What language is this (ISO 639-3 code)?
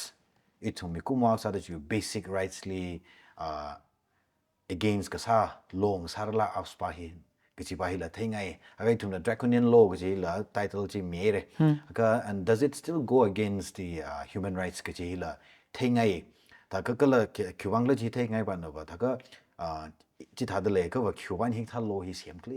nmf